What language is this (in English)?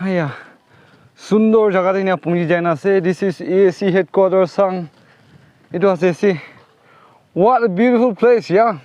Naga Pidgin